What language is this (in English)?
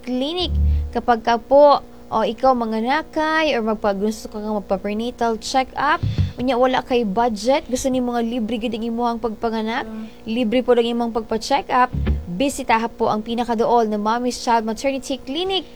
Cebuano